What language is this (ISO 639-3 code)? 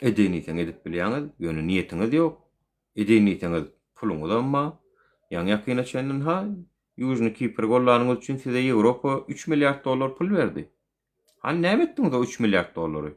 tuk